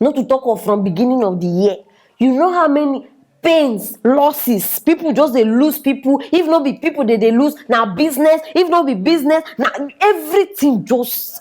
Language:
Nigerian Pidgin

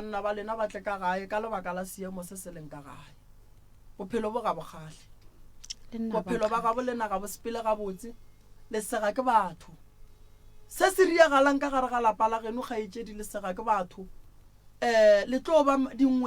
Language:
Northern Sotho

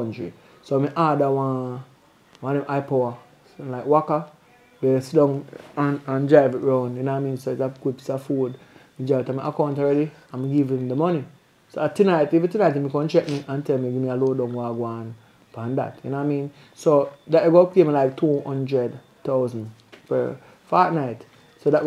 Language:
Jamaican Creole English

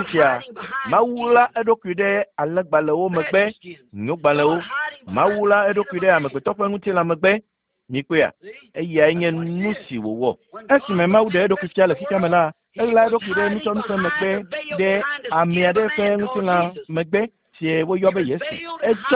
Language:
Ewe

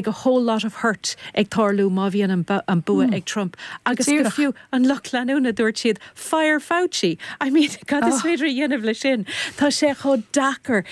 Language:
Irish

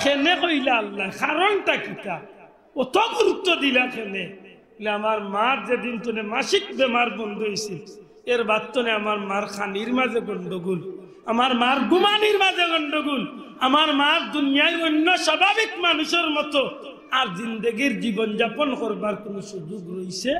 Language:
Sylheti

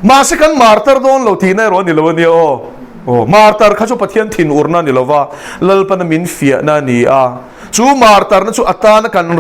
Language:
Mizo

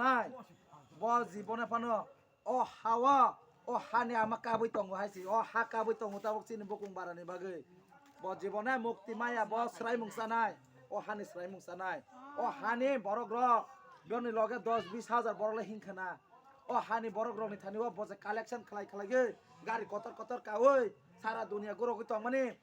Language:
Kok Borok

